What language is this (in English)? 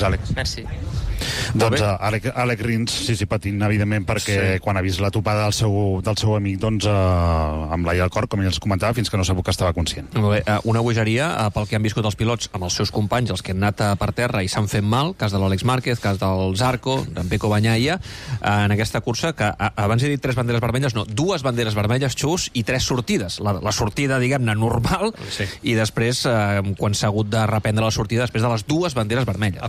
Catalan